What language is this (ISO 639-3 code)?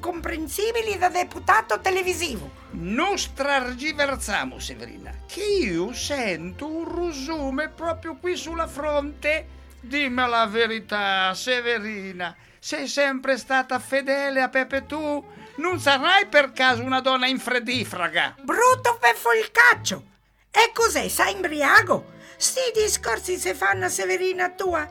ita